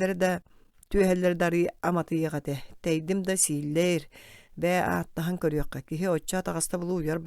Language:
Yakut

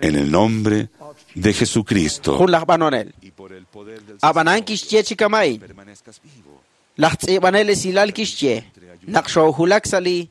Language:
Kekchí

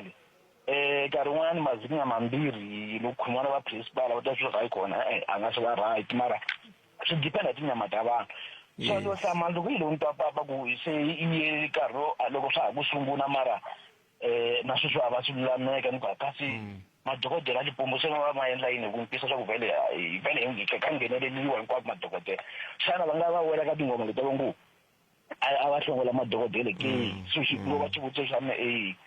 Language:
Tsonga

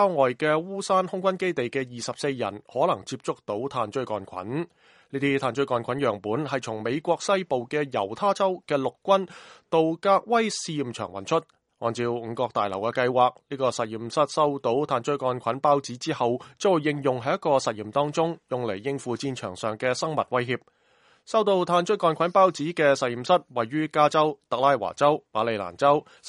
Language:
Cantonese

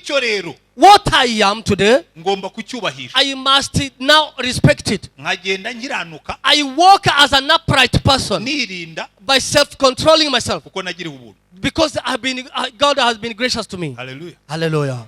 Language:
Kinyarwanda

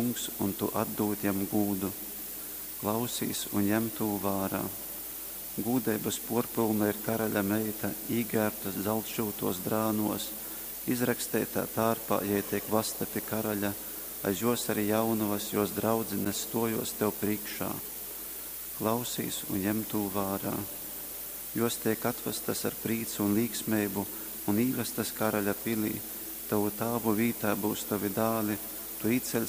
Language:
Latgalian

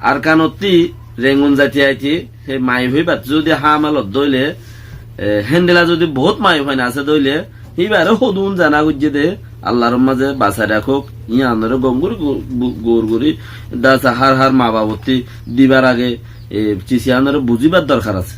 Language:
Rohingya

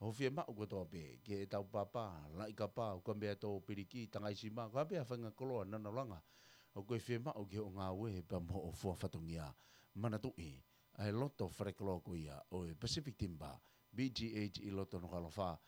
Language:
Tongan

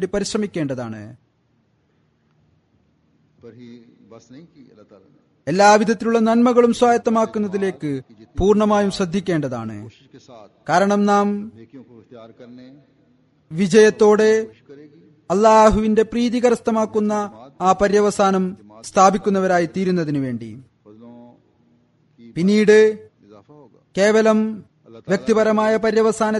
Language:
Malayalam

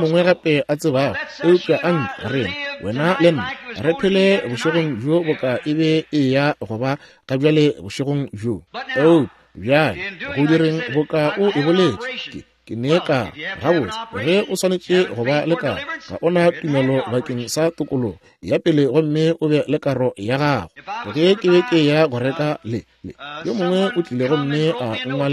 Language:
Northern Sotho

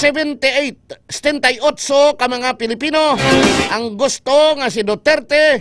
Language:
Hiligaynon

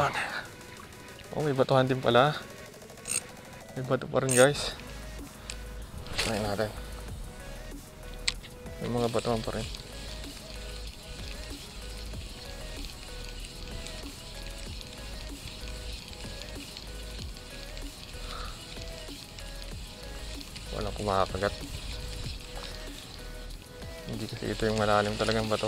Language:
Filipino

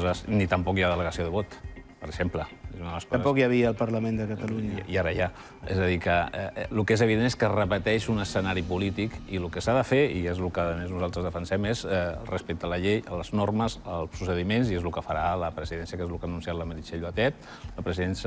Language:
Catalan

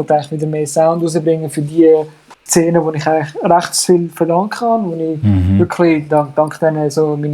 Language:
Swiss German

